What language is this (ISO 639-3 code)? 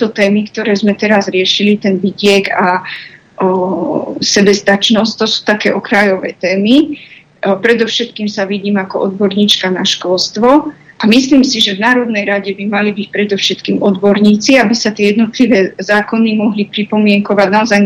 slk